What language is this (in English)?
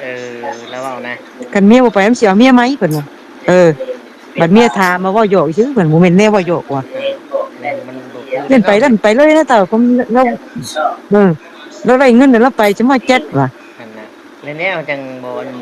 Northeastern Thai